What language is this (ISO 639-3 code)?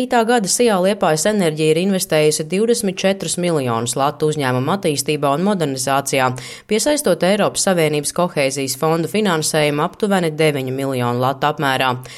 lav